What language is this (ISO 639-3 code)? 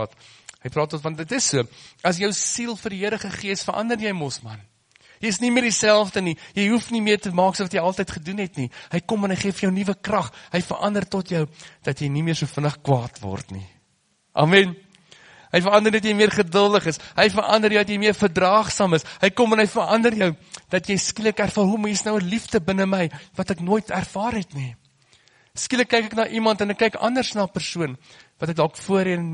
afr